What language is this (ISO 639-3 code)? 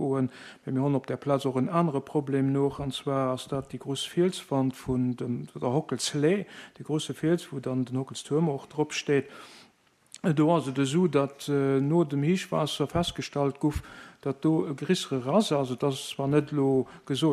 ltz